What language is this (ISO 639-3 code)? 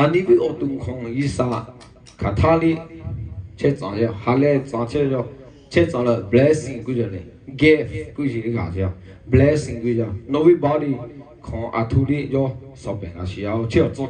lhu